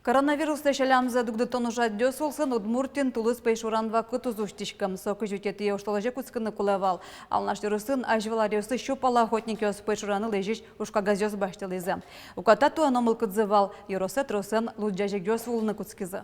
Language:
Udmurt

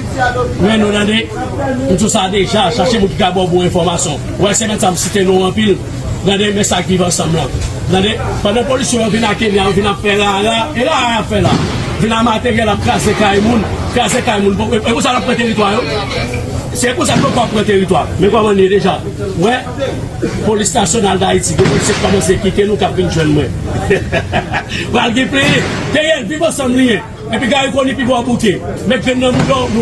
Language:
Haitian Creole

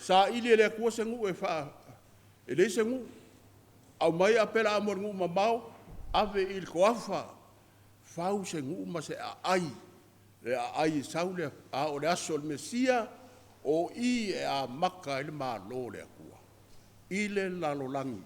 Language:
Samoan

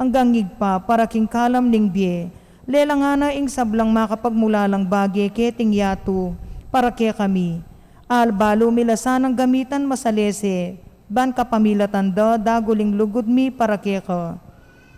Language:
Pampanga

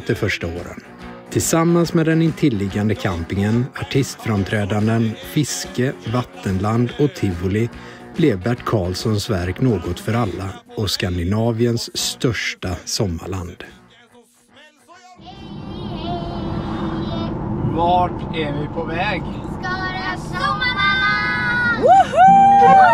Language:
Swedish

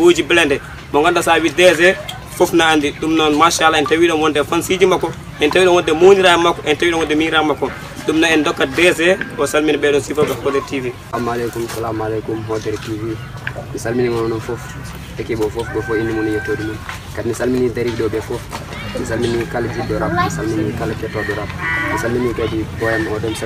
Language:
Pular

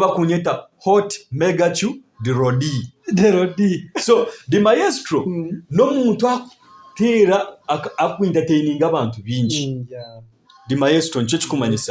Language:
Nyankole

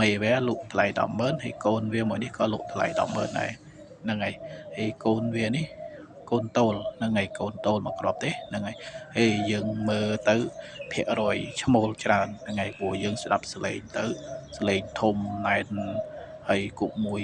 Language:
Khmer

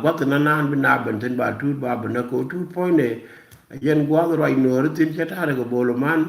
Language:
Nuer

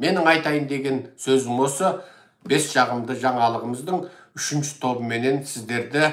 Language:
Kazakh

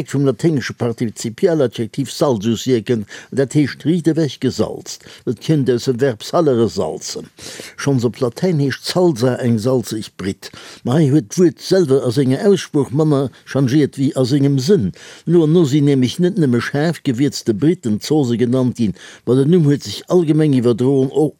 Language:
Luxembourgish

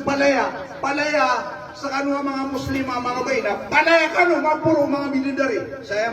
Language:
Maranao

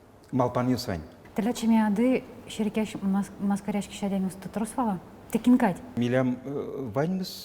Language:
Udmurt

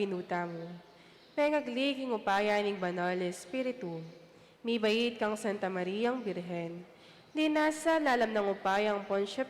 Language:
Pampanga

